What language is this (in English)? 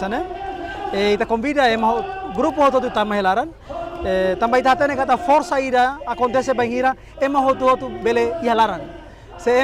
Tetum